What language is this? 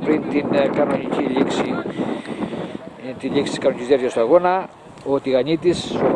Greek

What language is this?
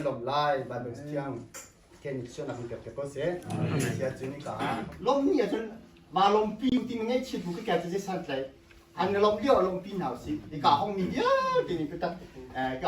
Hakha Chin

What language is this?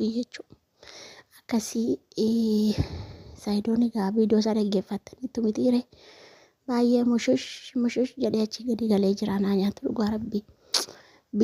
Oromo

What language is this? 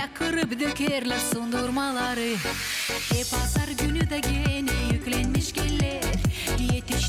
Gagauz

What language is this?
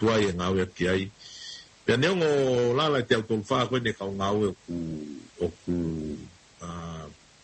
Tongan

